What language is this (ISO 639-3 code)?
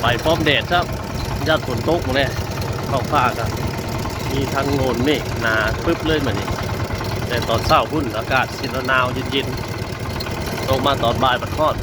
tts